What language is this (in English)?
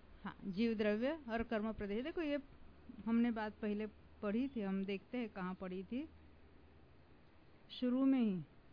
Hindi